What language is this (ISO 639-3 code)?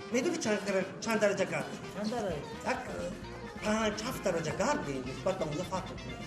tgk